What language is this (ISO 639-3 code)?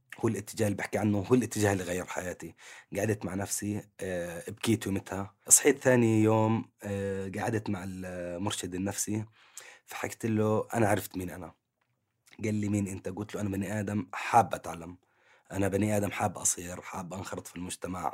apc